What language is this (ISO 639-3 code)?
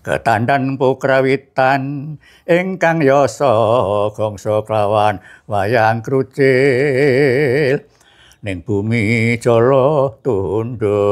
jav